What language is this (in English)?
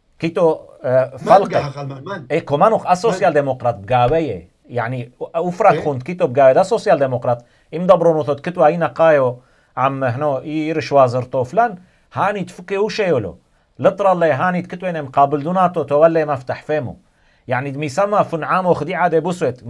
Turoyo